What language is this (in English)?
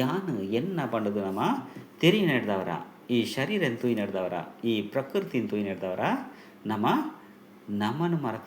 Tulu